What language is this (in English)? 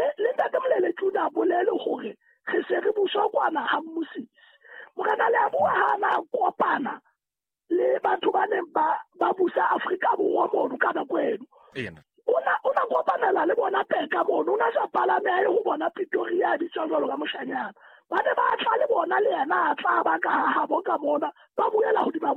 Southern Sotho